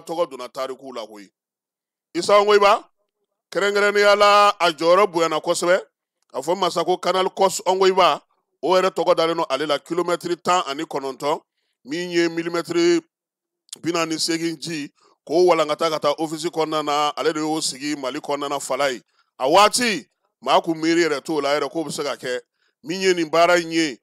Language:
Bambara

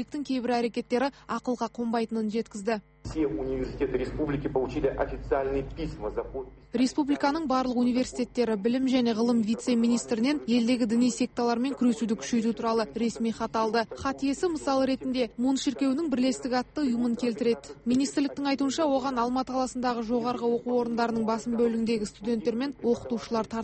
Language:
Kazakh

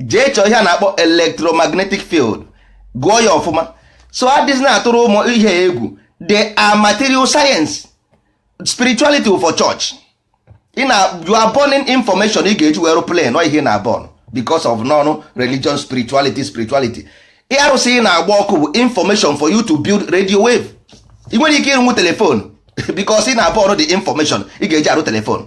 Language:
Igbo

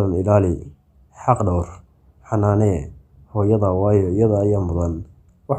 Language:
Somali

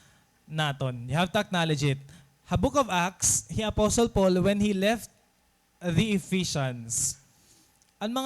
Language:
Waray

